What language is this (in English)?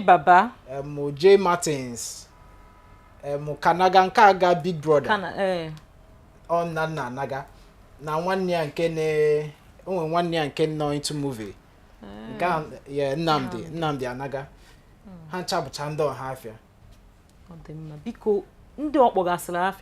Igbo